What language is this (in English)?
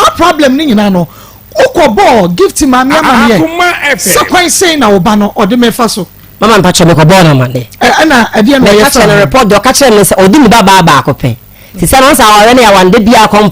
Akan